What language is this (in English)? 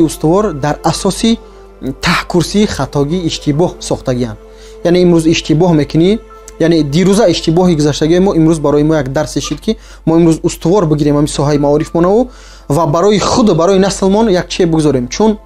Tajik